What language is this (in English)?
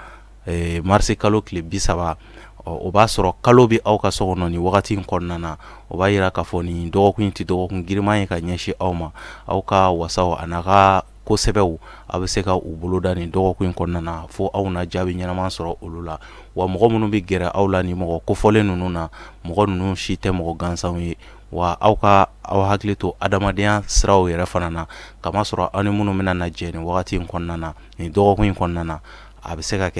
Bambara